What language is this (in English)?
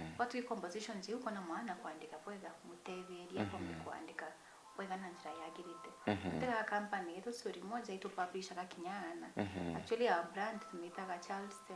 Meru